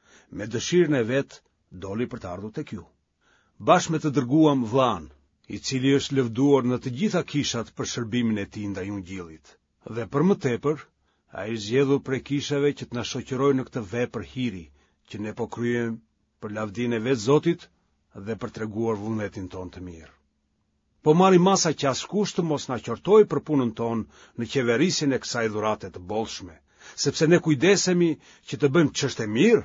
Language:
Albanian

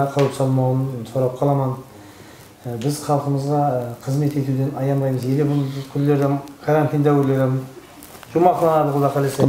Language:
Kara-Kalpak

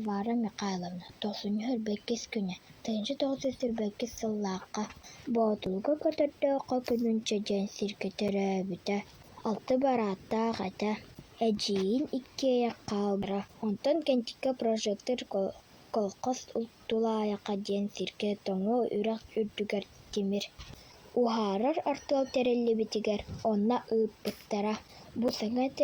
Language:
Yakut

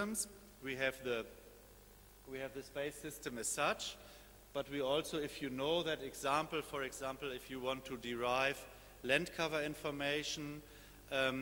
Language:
English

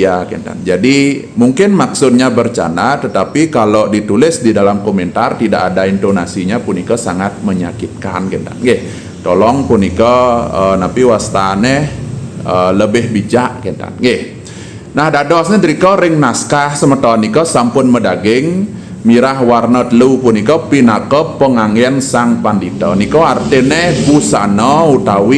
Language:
Balinese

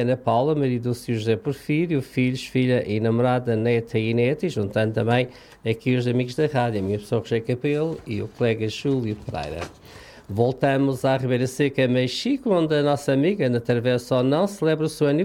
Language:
Portuguese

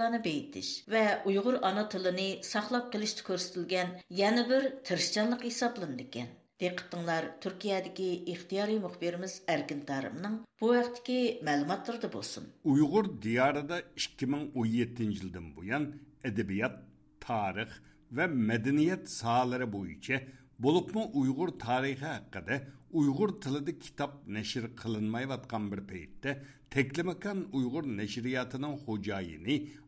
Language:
Uyghur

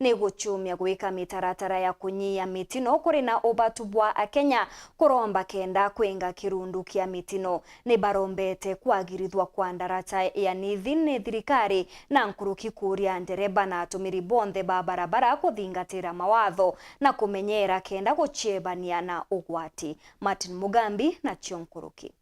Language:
Meru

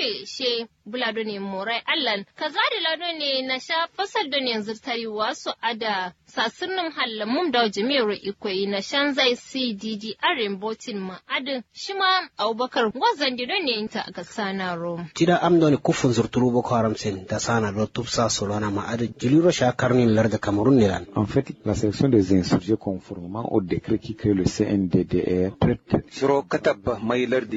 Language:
Kanuri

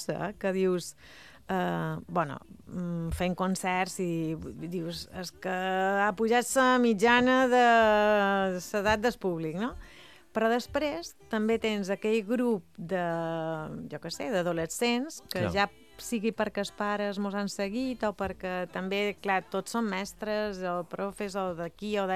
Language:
Catalan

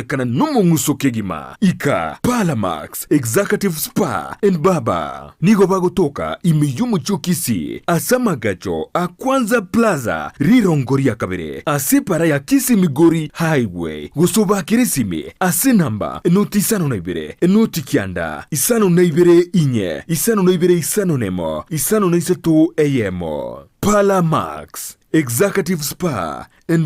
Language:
Gusii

